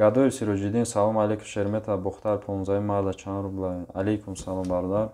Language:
Tajik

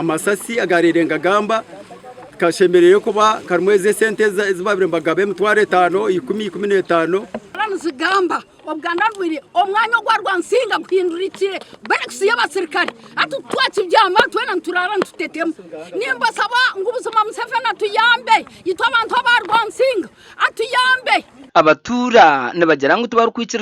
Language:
Nyankole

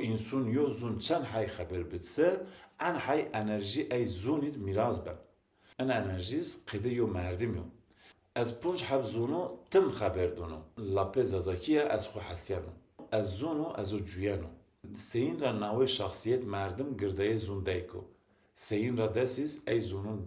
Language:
Zaza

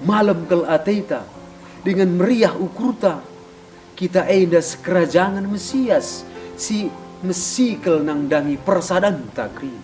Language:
Batak Karo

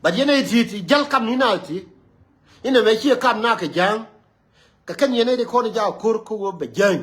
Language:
Nuer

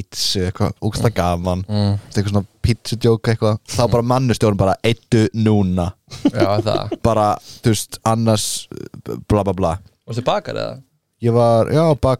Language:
Icelandic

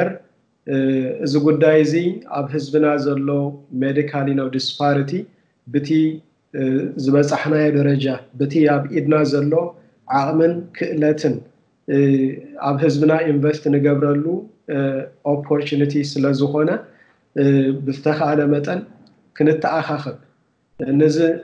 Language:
Tigrinya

